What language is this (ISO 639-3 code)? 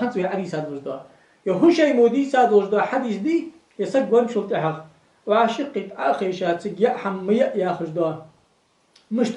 inh